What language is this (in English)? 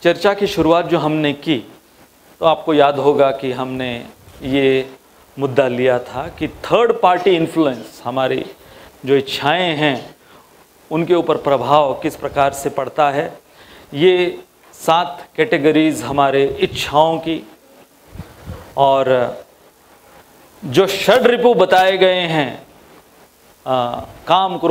Hindi